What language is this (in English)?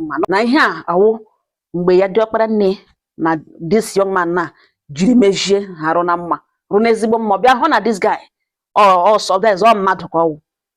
Igbo